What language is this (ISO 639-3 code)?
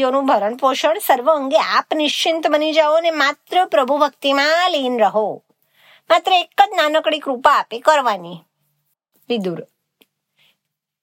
guj